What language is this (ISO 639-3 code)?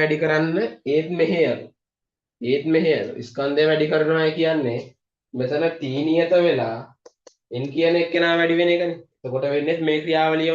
sin